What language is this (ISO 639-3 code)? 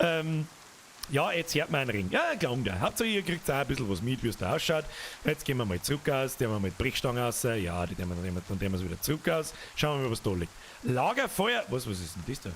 bar